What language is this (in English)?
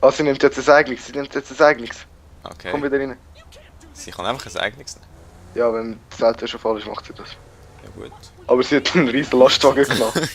Swiss German